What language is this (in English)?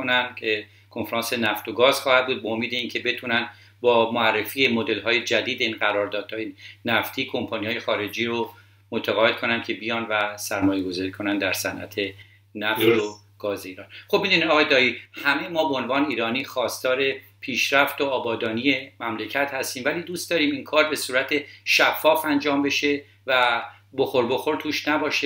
Persian